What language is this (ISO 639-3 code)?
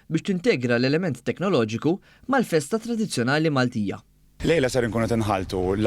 mlt